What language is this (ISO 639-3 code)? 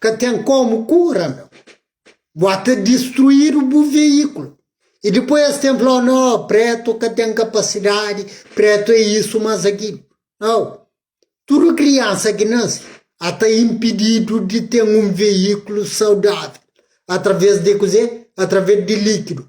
kea